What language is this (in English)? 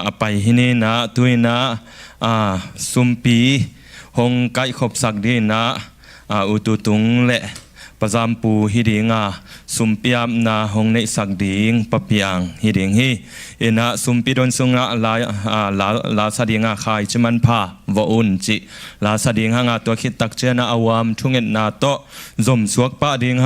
Tedim Chin